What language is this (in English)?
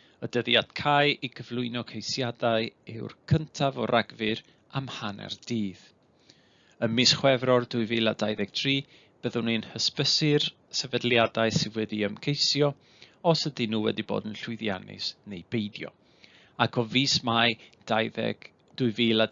Welsh